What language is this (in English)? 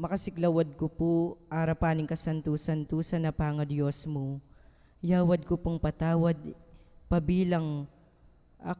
Pampanga